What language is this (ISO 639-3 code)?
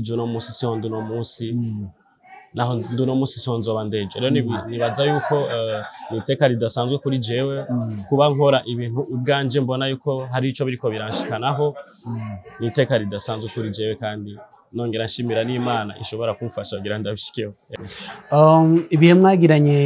run